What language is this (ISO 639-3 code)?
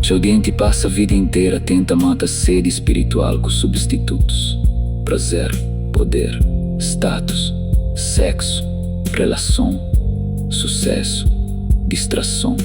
kea